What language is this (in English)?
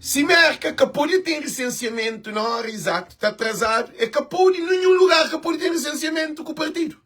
Kabuverdianu